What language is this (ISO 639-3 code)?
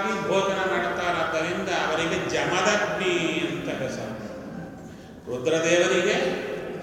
kan